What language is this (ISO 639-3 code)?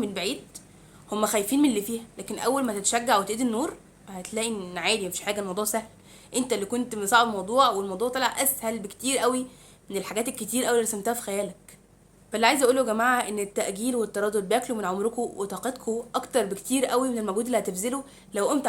arz